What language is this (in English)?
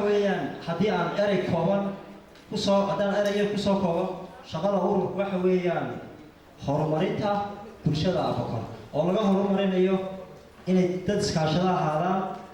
Somali